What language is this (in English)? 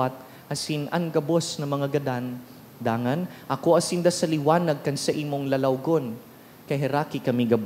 Bikol